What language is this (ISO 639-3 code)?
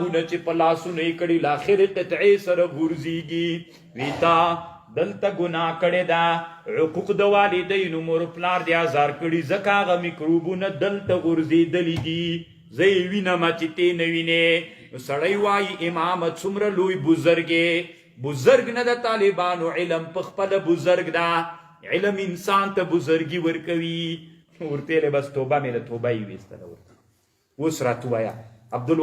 pus